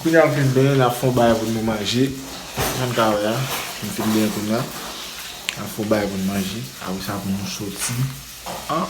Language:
Haitian Creole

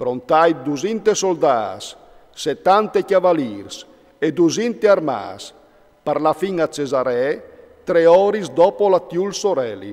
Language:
Friulian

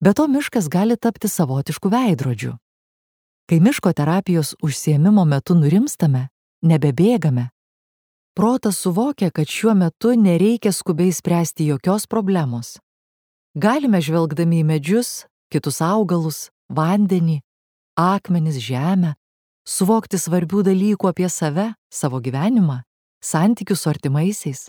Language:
Lithuanian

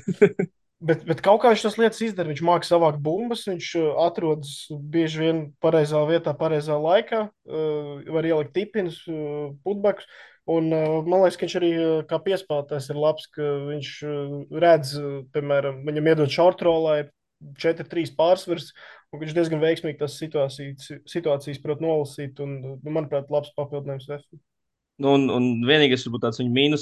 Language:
Latvian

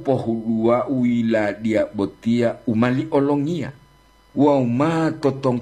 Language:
Gorontalo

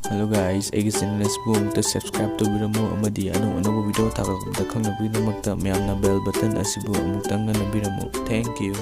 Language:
Manipuri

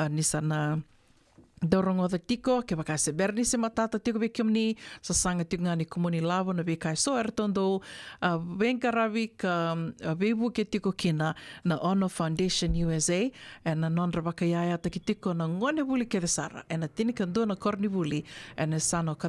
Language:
Fijian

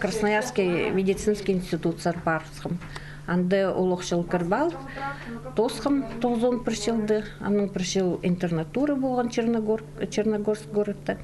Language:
Khakas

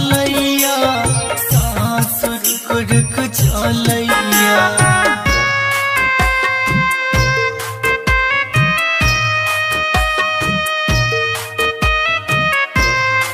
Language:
Bhojpuri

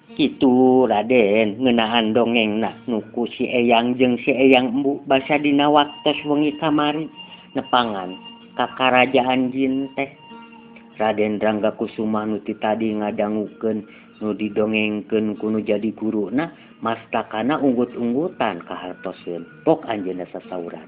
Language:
Sundanese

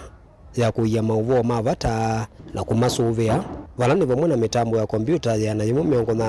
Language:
Kamba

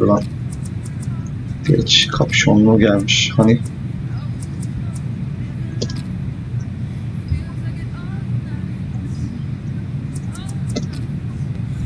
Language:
Turkish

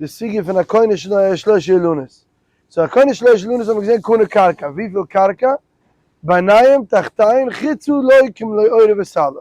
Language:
Yiddish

